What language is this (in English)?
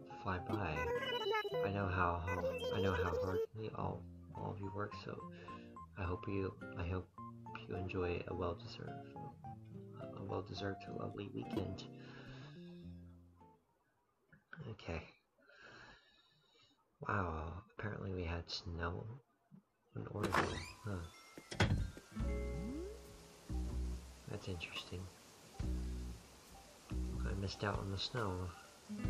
English